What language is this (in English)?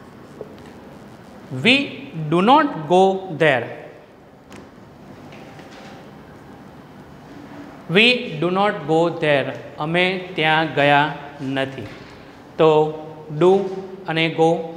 Gujarati